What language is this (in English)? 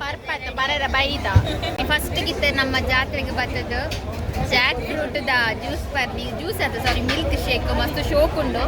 Tulu